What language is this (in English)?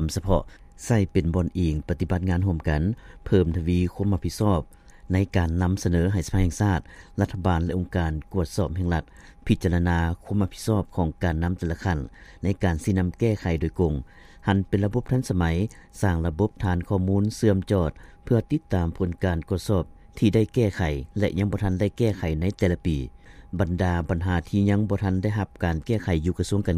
Lao